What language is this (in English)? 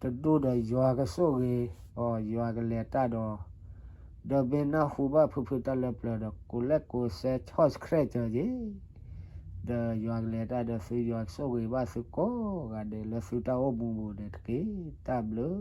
S'gaw Karen